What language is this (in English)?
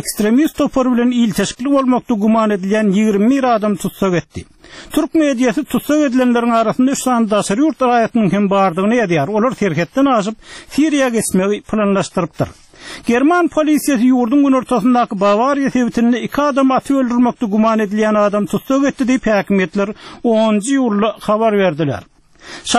Turkmen